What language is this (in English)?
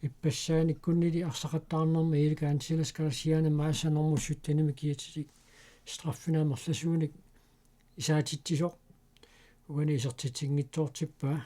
Kalaallisut